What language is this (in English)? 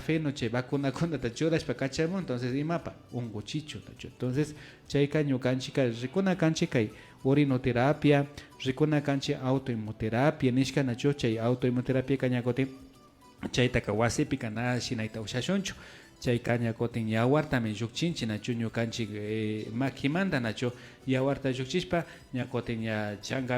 Imbabura Highland Quichua